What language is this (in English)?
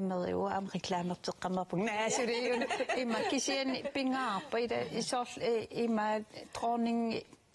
Kalaallisut